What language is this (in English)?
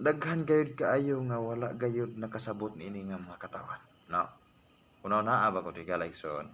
Cebuano